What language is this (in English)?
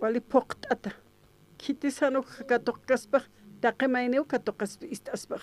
Aymara